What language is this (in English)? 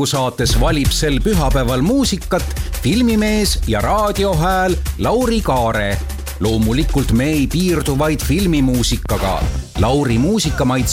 Estonian